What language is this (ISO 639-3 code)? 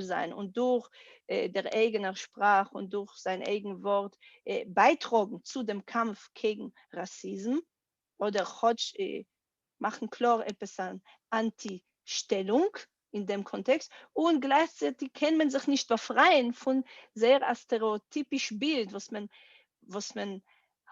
yid